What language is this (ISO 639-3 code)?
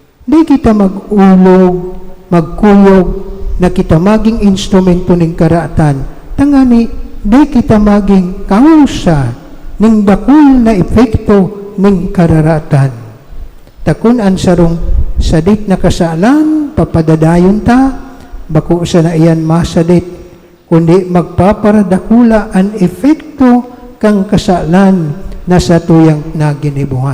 bik